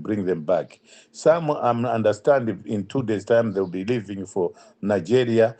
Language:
English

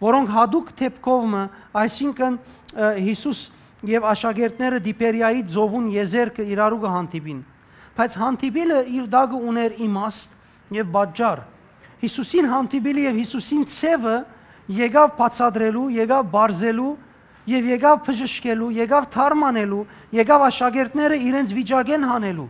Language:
Western Armenian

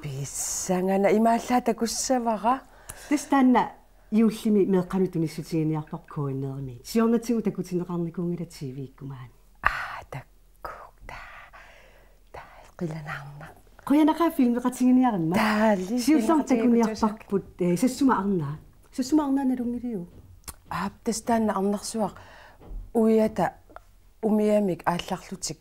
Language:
Kalaallisut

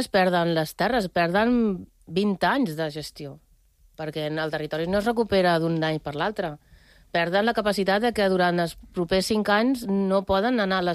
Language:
Catalan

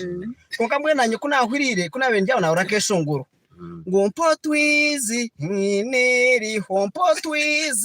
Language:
Nyankole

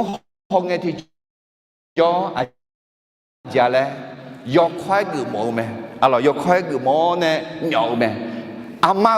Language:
Akha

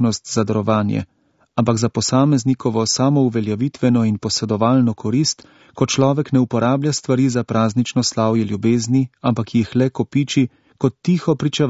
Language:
Slovenian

